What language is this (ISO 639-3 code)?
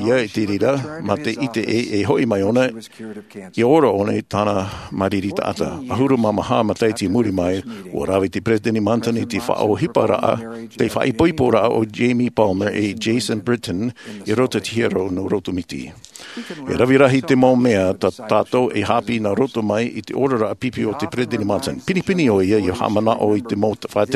tah